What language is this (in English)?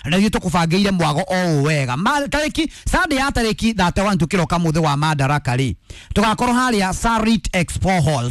Kikuyu